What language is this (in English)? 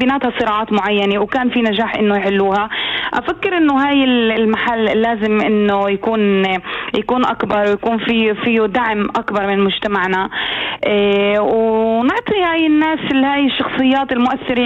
North Levantine Arabic